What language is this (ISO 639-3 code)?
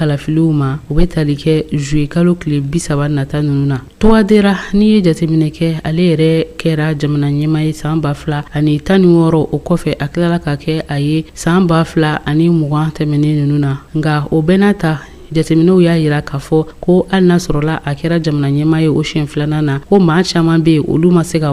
bam